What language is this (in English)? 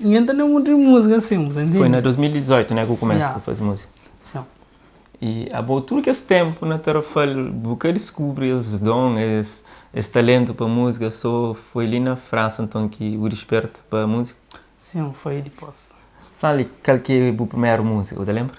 Kabuverdianu